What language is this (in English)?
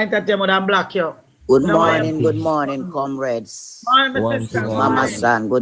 Jamaican Creole English